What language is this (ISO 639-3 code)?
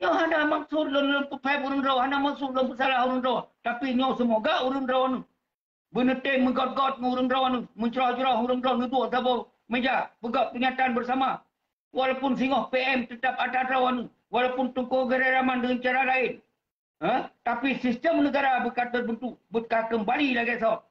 ace